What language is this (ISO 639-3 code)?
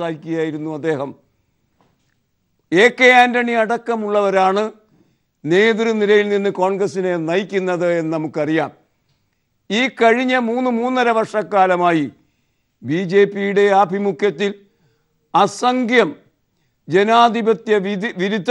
mal